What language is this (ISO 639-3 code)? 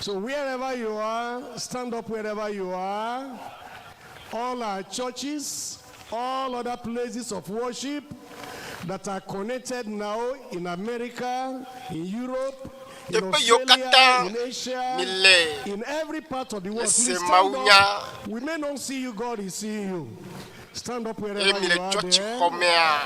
ewe